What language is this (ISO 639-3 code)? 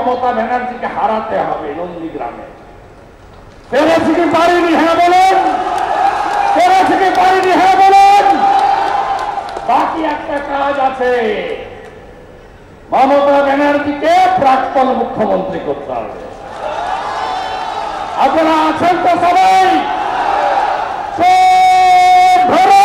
ben